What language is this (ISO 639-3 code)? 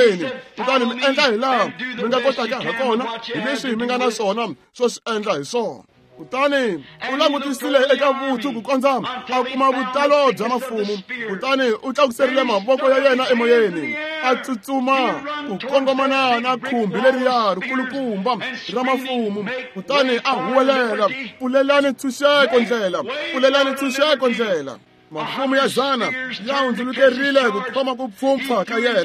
tso